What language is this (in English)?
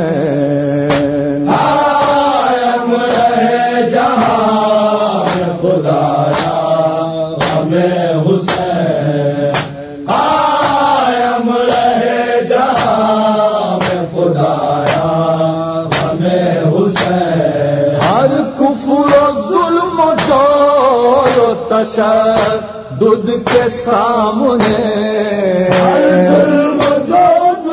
Urdu